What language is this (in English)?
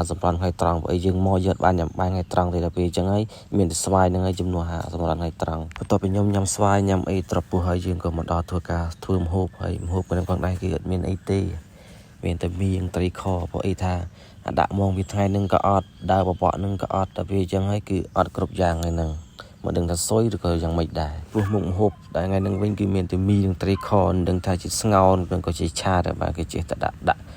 Khmer